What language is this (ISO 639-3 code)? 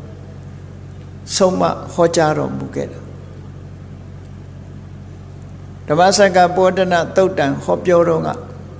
mya